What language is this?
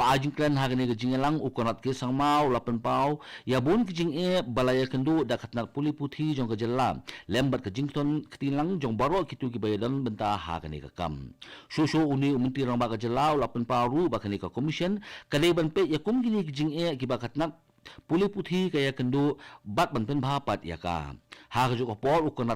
Khasi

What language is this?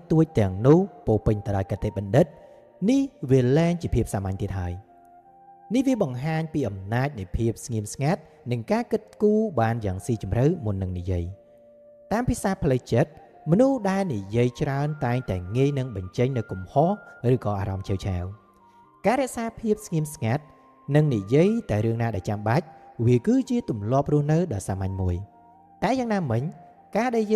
Khmer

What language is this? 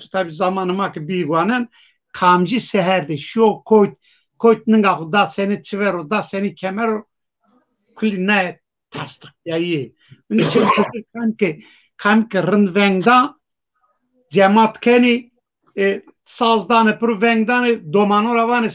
Zaza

